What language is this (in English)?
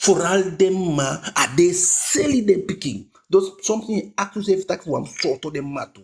Eastern Maroon Creole